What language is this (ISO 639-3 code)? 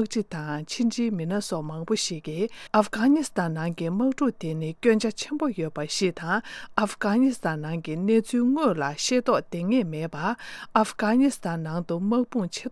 bod